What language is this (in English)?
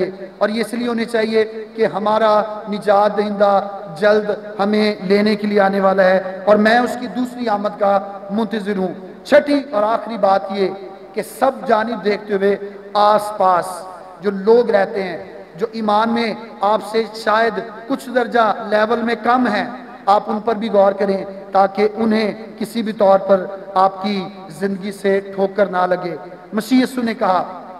Urdu